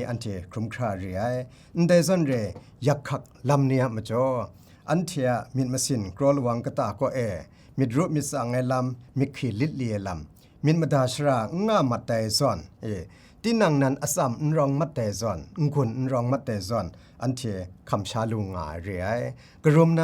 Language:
Kachin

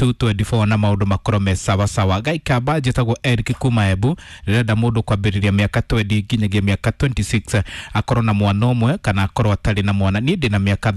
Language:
Kikuyu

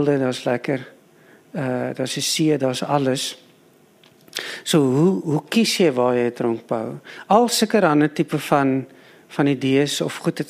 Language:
Afrikaans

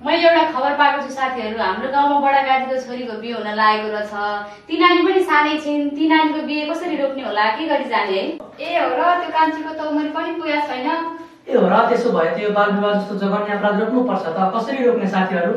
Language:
Nepali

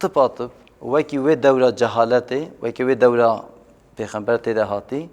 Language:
Kurdish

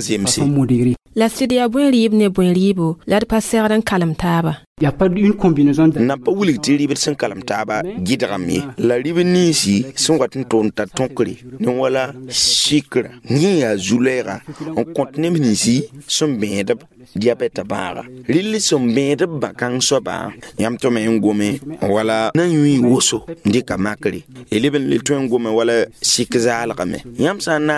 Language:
Mossi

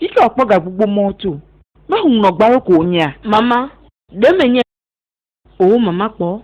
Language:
Ewe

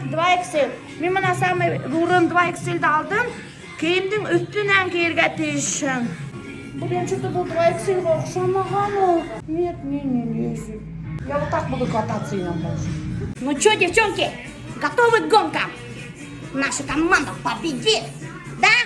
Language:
Bashkir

